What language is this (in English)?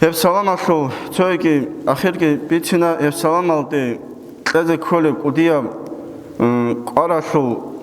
Avaric